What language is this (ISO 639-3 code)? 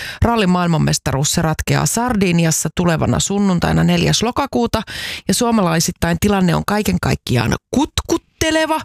fin